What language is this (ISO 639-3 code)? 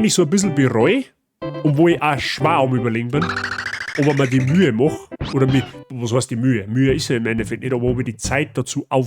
bar